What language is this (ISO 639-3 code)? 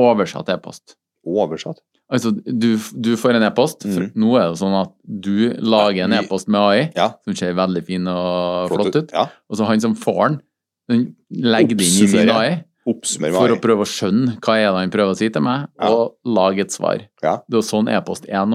nor